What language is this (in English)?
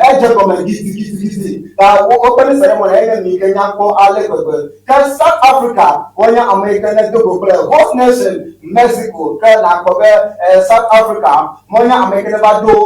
Ewe